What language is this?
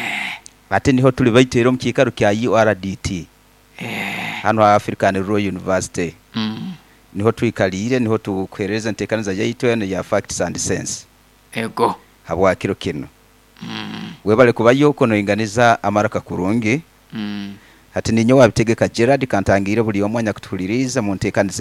Nyoro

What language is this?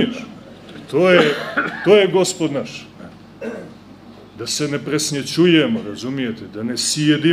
Serbian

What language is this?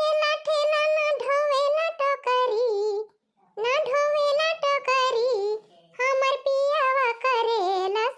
Awadhi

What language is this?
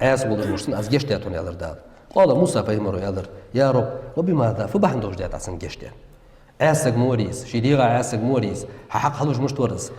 Ingush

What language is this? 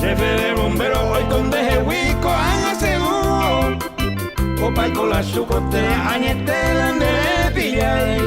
Guarani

